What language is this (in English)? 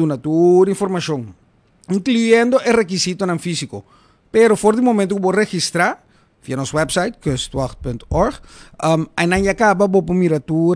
Papiamento